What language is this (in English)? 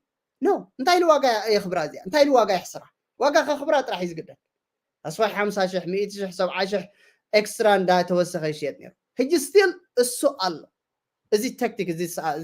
Tigrinya